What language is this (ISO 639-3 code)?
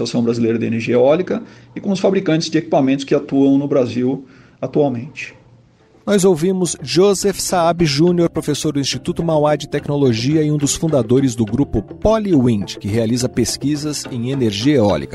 por